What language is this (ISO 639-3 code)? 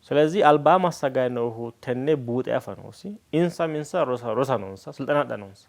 sid